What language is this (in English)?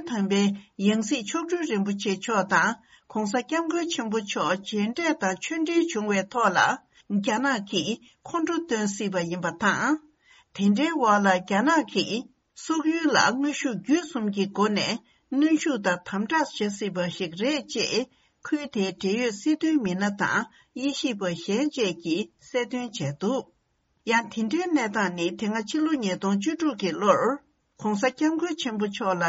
Tibetan